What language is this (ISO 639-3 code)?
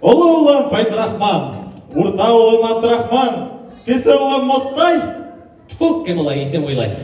bak